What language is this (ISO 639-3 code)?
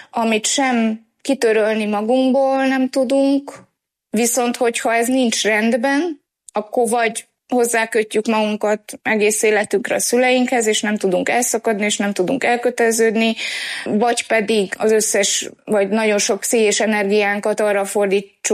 hun